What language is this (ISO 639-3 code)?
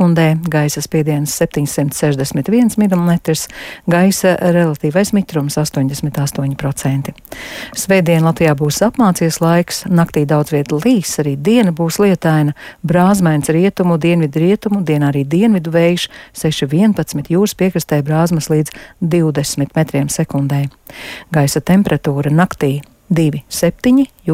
lav